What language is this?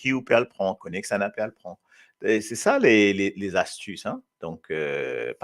Morisyen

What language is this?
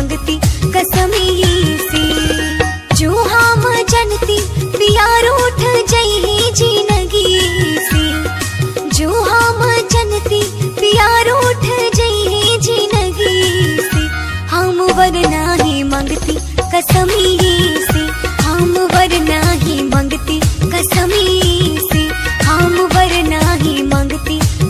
Bhojpuri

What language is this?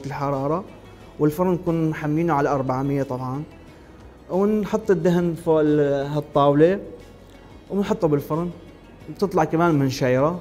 Mesopotamian Arabic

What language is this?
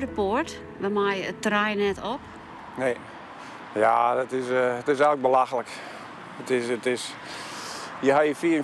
Western Frisian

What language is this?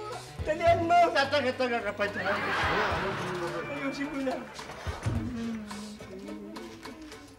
Filipino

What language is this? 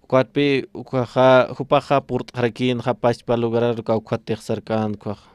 Aymara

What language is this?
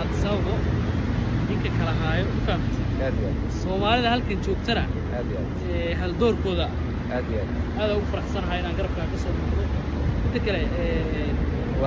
Somali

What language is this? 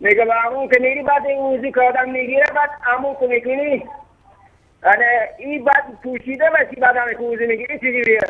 Persian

